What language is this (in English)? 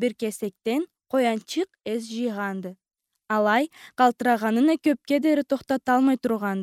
Karachay-Balkar